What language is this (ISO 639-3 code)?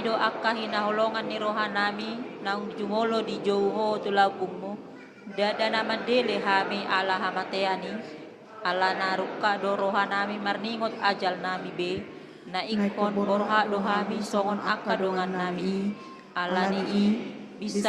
bbc